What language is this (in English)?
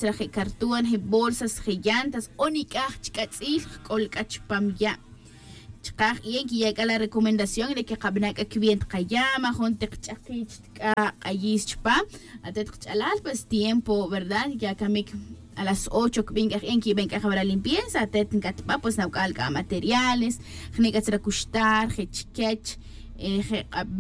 Tz'utujil